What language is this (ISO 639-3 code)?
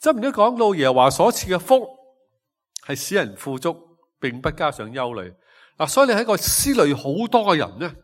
yue